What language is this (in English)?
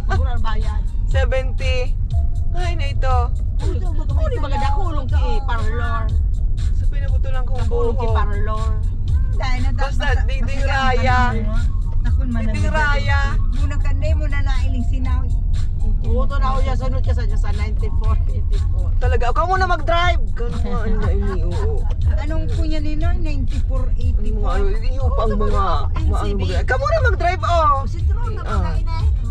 Bikol